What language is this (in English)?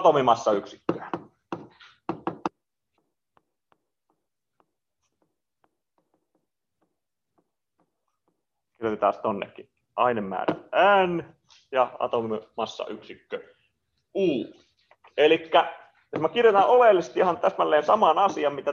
Finnish